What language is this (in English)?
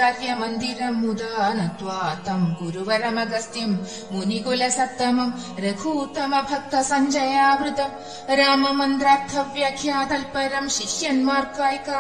Malayalam